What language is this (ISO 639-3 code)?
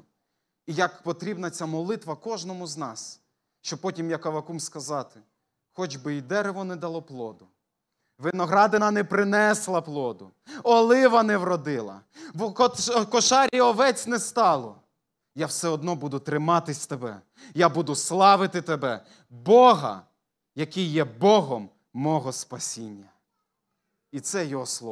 ukr